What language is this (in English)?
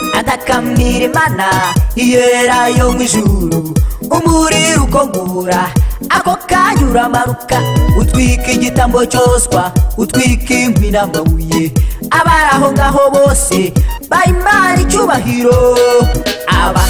Kinyarwanda